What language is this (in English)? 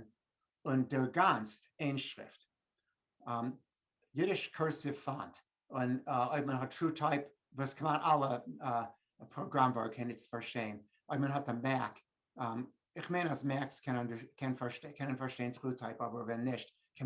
Yiddish